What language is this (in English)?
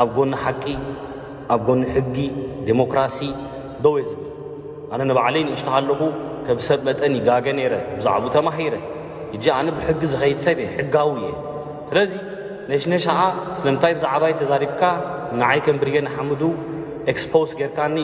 Tigrinya